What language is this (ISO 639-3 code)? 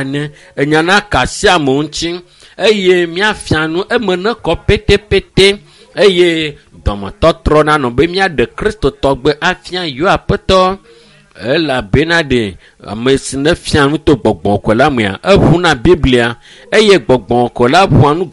ewe